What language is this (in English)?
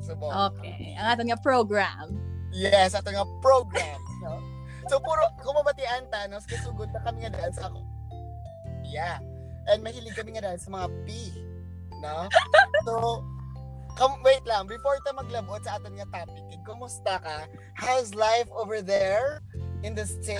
Filipino